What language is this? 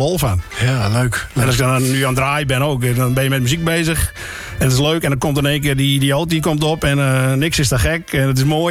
Dutch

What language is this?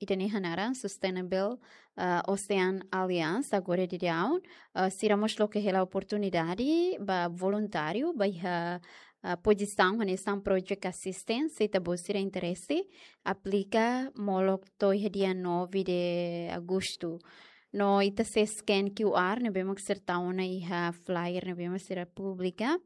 Tetum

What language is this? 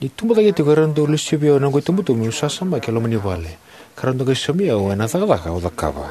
Fijian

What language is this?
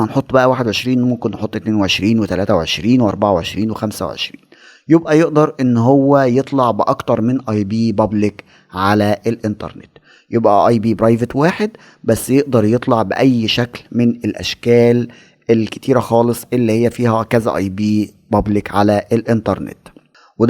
Egyptian Arabic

